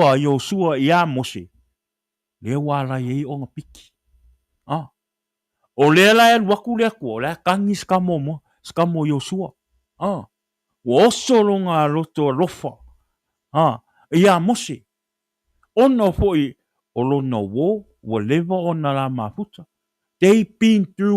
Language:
Samoan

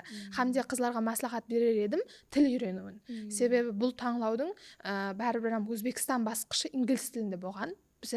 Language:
Kara-Kalpak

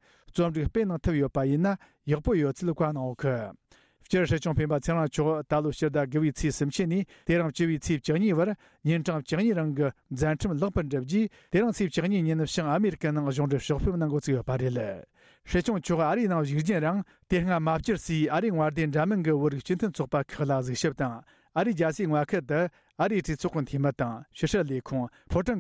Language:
Tibetan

